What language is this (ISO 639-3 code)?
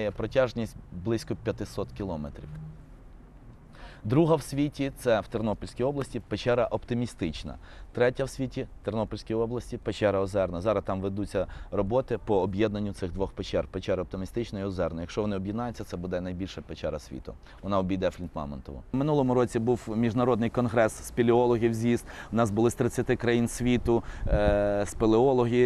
ukr